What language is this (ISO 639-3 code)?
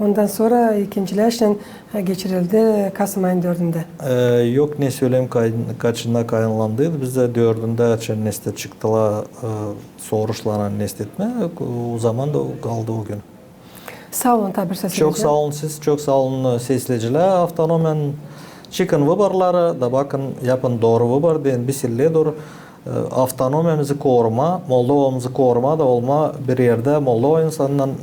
gag